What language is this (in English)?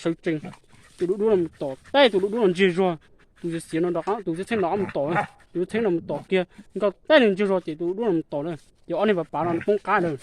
Hmong